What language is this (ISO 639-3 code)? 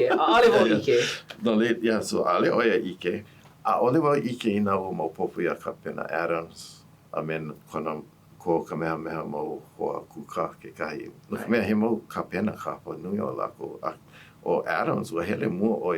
haw